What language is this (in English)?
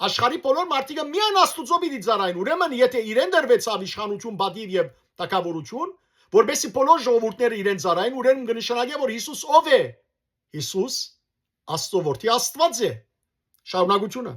Western Armenian